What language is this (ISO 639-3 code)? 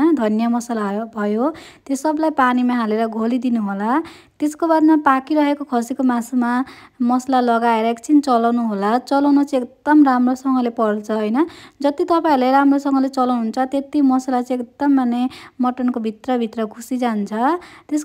nep